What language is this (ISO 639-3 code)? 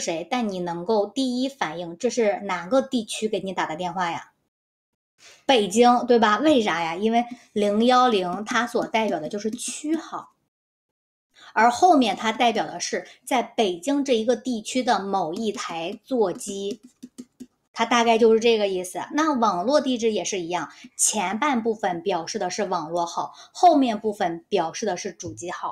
zho